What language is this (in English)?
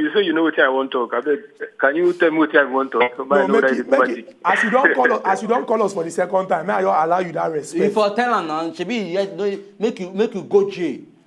Nigerian Pidgin